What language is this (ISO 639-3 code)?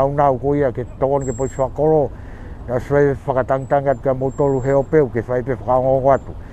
ton